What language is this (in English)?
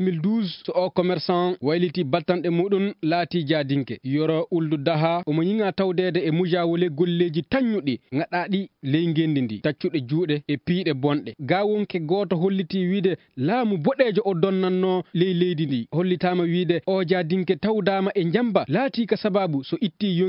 Fula